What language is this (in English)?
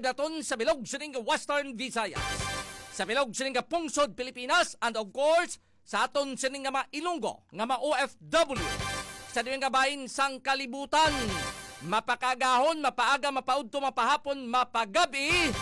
Hiligaynon